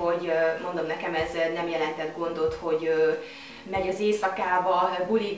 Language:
Hungarian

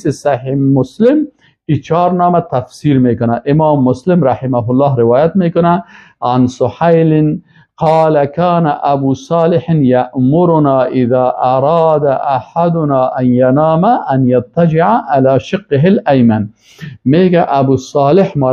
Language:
Persian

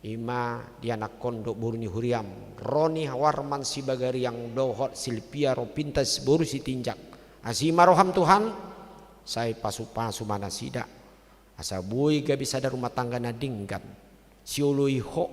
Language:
Batak Toba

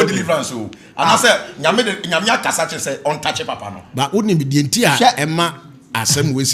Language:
Akan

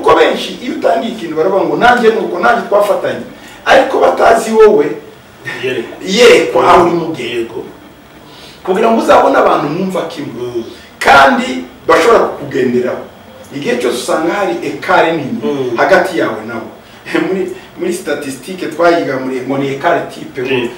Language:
Kinyarwanda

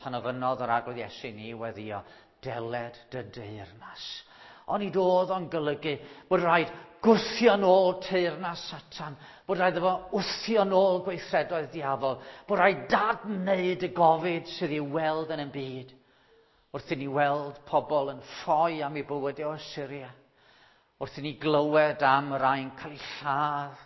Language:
Welsh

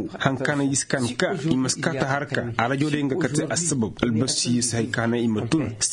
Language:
Koyraboro Senni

